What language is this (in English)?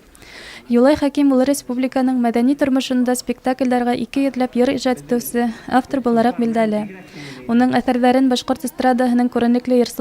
Bashkir